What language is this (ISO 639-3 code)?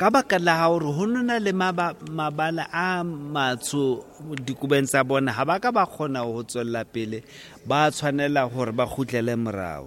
sot